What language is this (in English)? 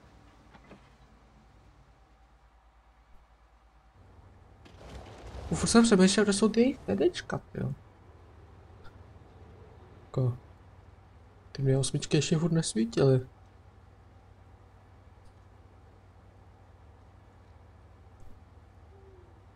Czech